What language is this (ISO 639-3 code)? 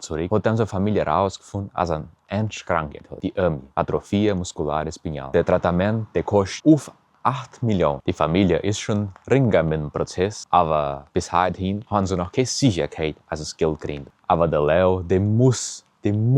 hrx